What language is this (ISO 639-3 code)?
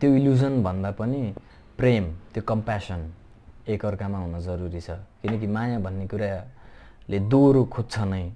nep